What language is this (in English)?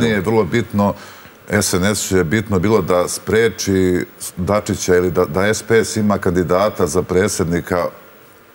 Serbian